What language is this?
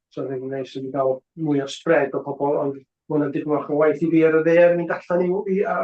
Welsh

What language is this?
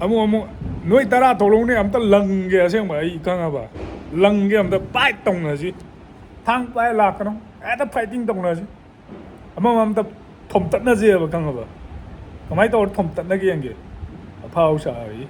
Manipuri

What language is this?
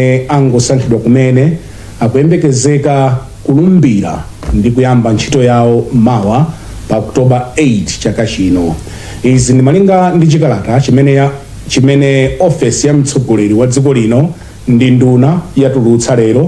Nyanja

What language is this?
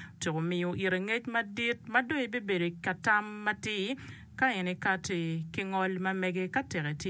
Acoli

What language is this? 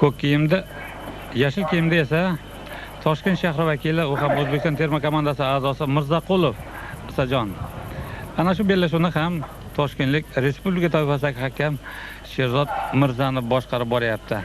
Uzbek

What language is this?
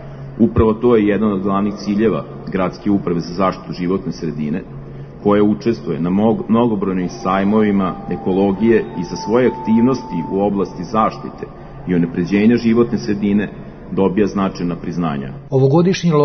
Serbian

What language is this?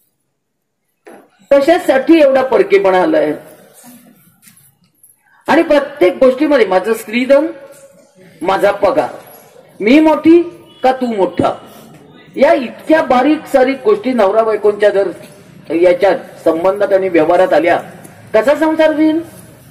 Marathi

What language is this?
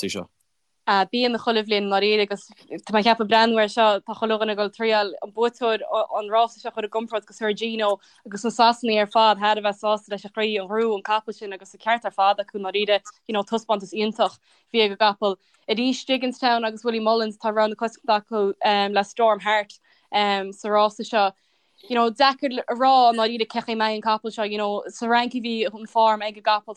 Irish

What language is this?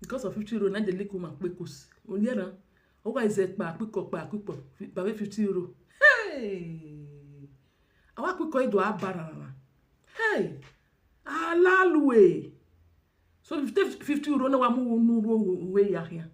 Nigerian Pidgin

